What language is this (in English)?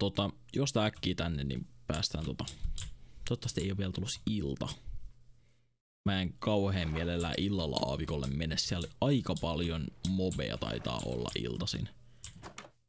Finnish